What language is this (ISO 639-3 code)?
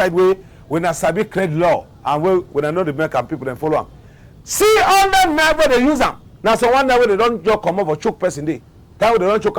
wes